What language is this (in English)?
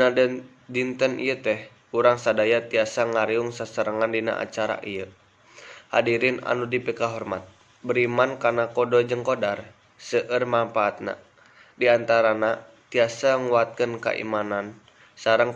Sundanese